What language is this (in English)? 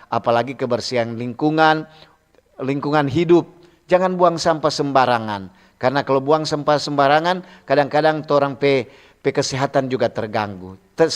Manado Malay